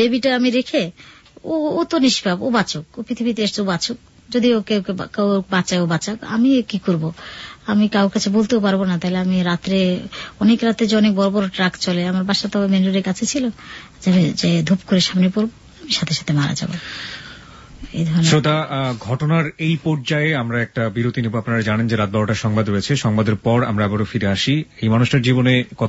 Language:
Bangla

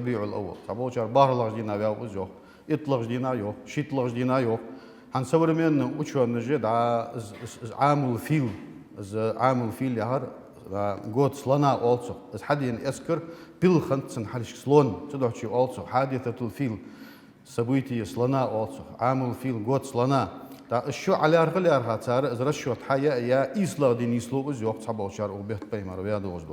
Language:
Ingush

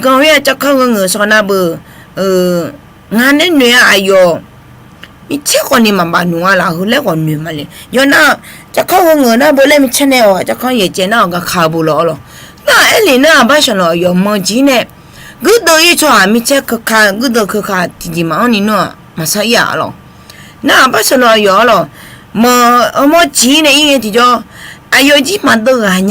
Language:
Akha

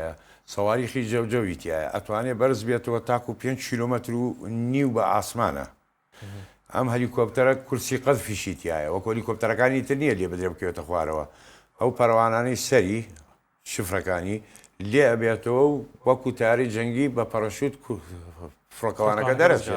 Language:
Central Kurdish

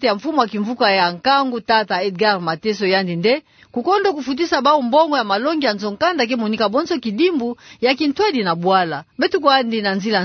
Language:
Kituba (Democratic Republic of Congo)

